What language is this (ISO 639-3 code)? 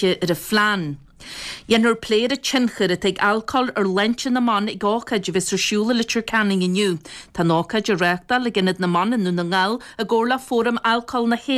gle